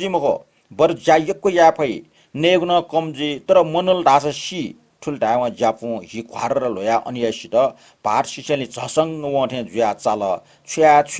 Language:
Newari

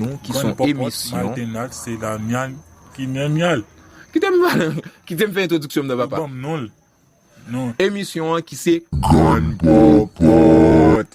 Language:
Haitian Creole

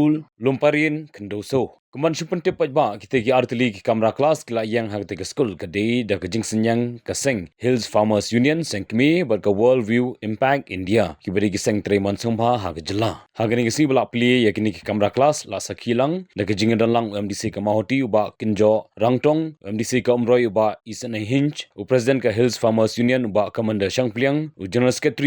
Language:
Khasi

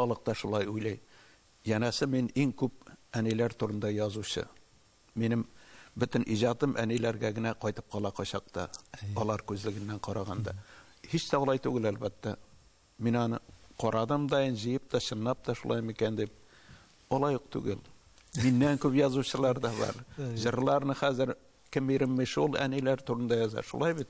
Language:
Tatar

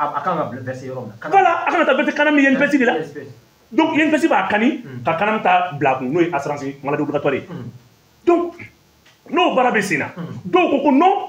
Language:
Bambara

